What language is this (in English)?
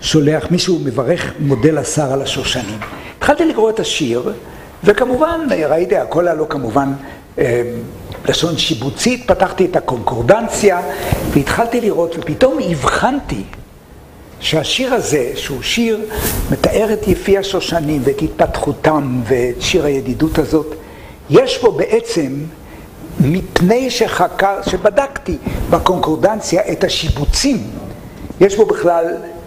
Hebrew